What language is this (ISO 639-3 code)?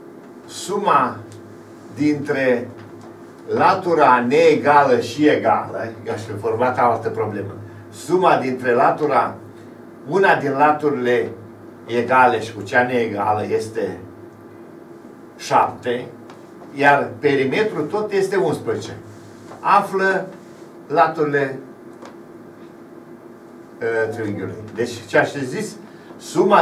ron